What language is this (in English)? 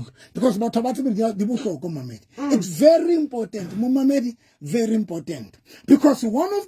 Southern Sotho